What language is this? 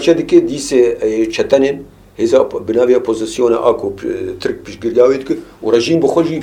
Kurdish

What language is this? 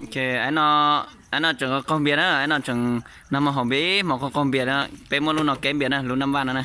Hmong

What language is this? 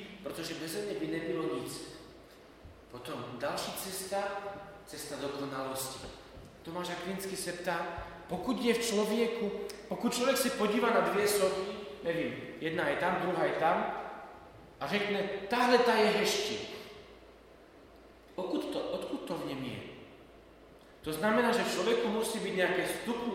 Slovak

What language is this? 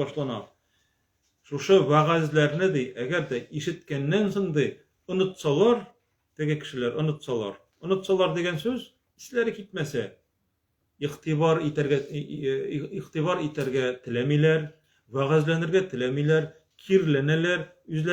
Tatar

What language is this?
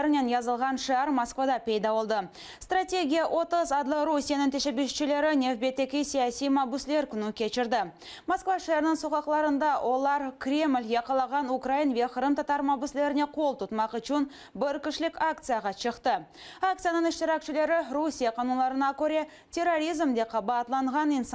Crimean Tatar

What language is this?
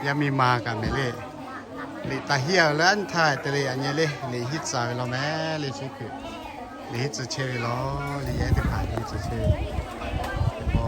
Lahu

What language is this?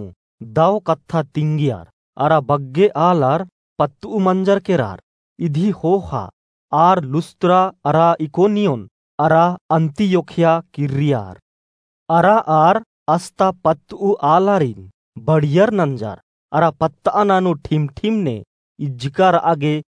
Kurukh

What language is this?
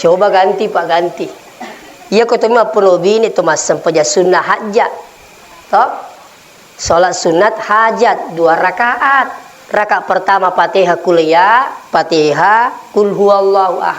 Buginese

